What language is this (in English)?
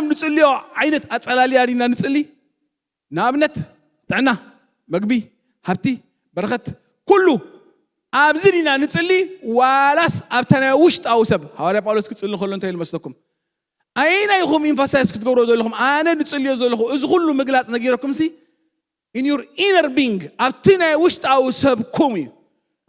Tigrinya